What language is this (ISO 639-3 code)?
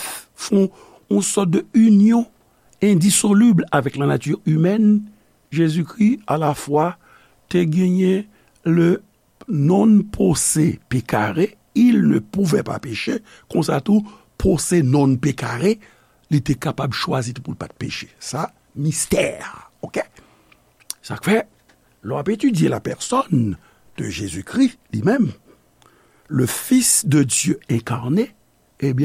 hat